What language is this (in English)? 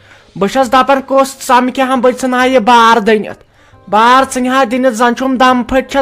Kashmiri